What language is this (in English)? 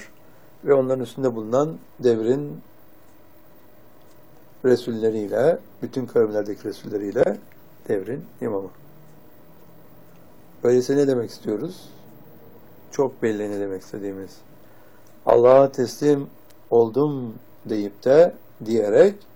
Turkish